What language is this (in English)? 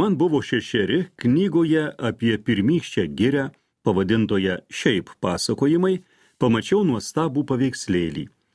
Lithuanian